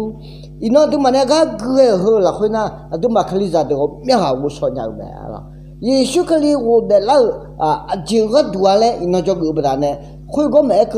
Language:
Akha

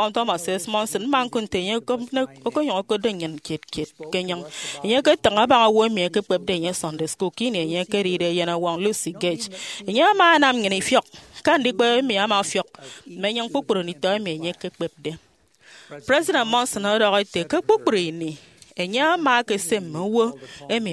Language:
Efik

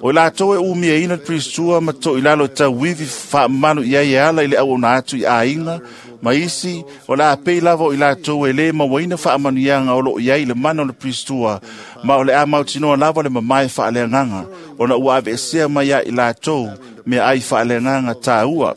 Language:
Samoan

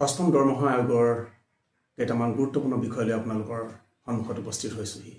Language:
Assamese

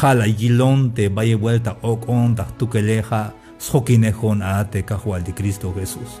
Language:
Tzeltal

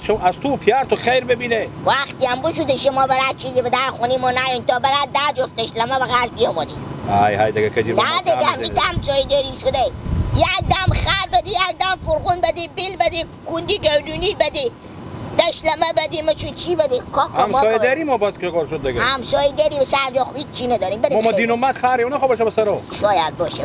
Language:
Hazaragi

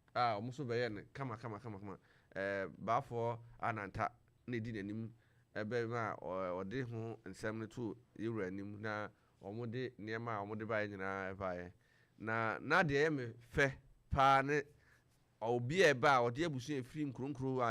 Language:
Akan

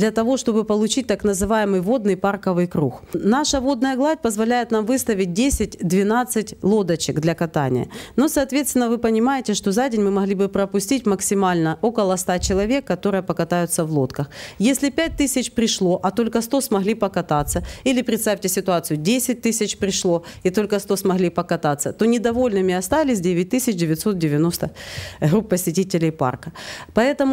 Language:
Russian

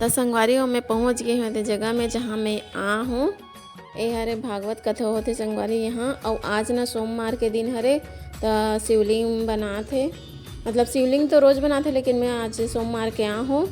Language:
Chhattisgarhi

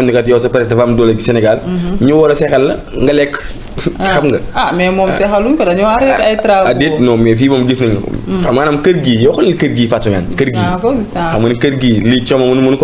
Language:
Wolof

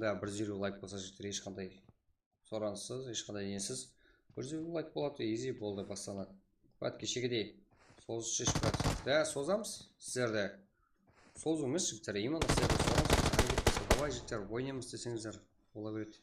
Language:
Kara-Kalpak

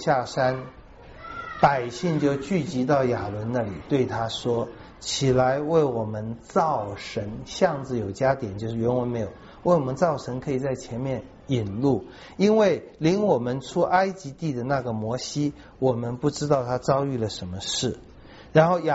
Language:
Chinese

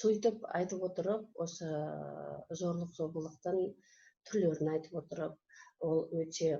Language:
Kazakh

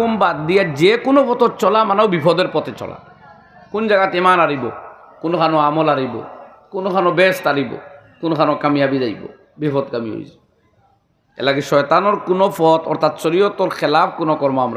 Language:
Sylheti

